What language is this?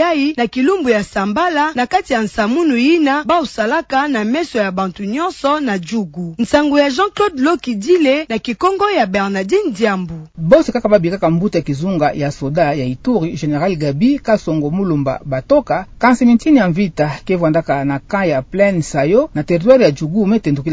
Kituba (Democratic Republic of Congo)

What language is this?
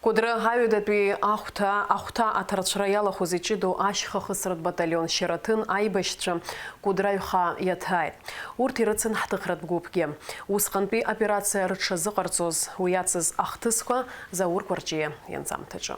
Abkhazian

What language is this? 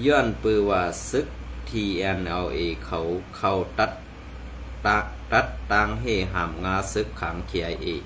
Shan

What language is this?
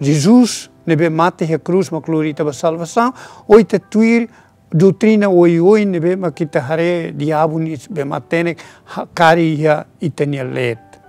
Tetum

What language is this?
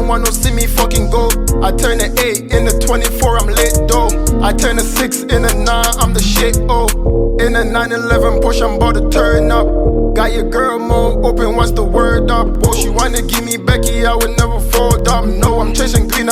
Jamaican Creole English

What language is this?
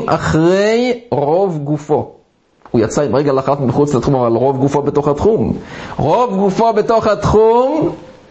Hebrew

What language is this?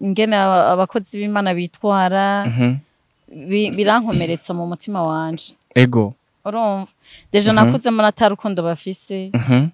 Rundi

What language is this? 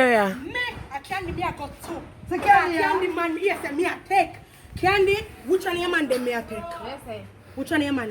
Jamaican Creole English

